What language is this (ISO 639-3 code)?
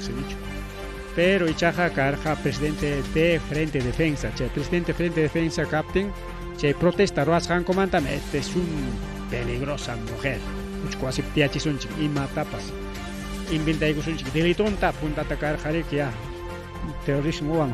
quy